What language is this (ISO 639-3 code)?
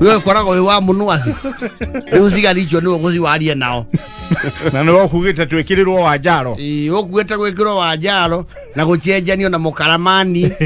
kik